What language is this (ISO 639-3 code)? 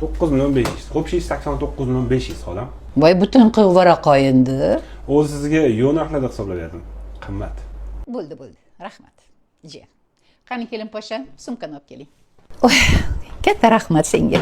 uzb